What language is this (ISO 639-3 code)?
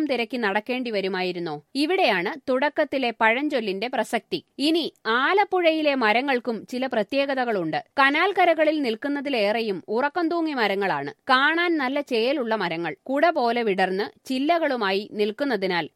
mal